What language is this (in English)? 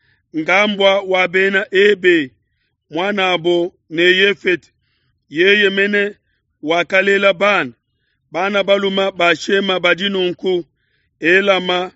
Luba-Lulua